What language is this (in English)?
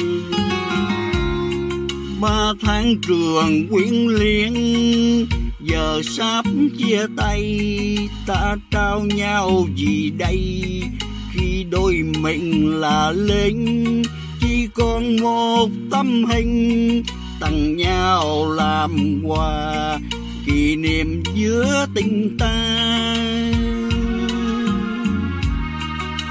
Vietnamese